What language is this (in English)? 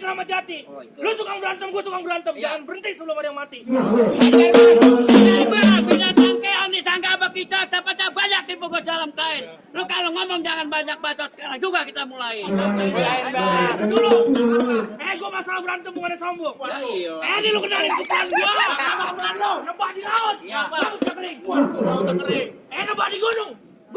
Betawi